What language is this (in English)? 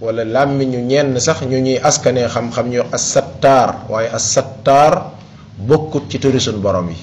Wolof